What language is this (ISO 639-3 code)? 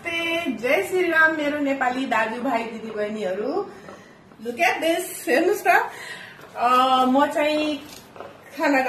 nep